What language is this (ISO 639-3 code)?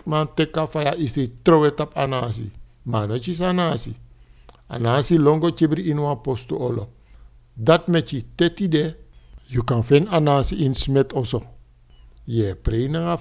srn